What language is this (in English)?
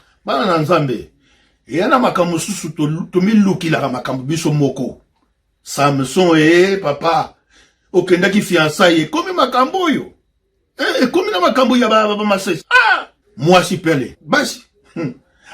Lingala